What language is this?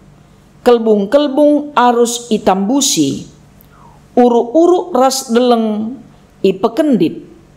Batak Karo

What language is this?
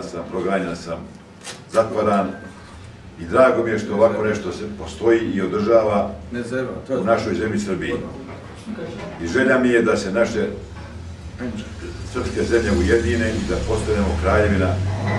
Serbian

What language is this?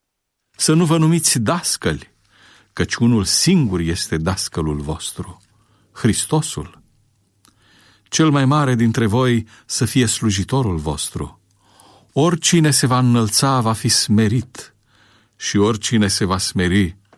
Romanian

